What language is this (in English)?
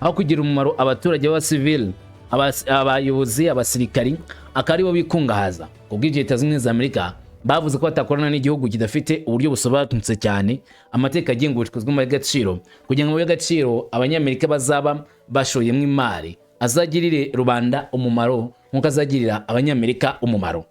Kinyarwanda